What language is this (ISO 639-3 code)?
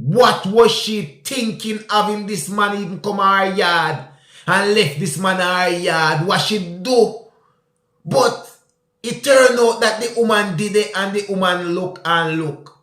jam